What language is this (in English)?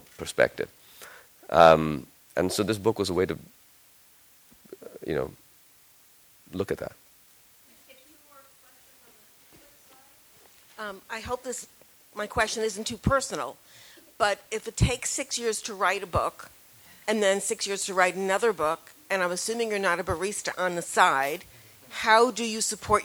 English